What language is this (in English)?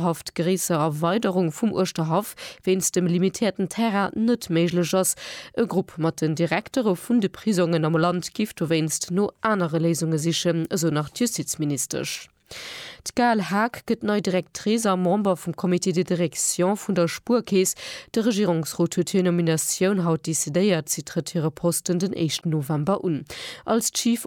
Luxembourgish